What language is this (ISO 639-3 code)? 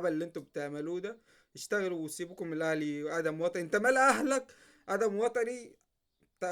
arz